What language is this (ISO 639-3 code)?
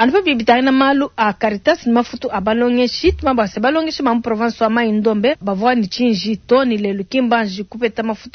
lua